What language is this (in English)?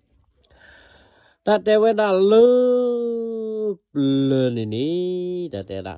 S'gaw Karen